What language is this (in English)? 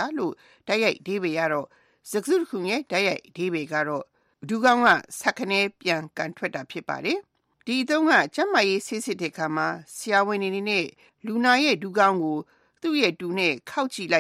Burmese